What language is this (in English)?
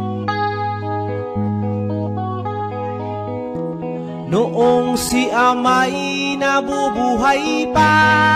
Filipino